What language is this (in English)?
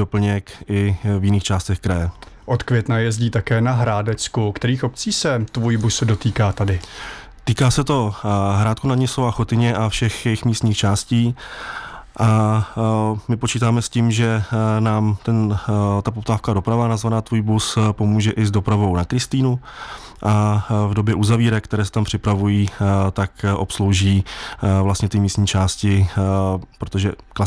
Czech